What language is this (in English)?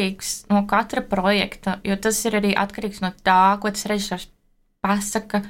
Latvian